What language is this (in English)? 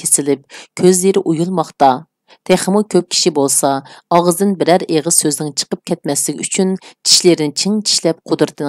Uyghur